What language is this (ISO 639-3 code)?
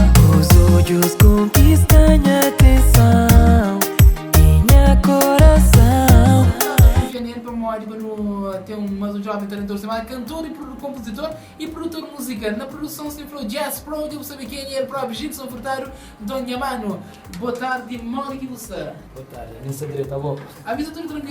kea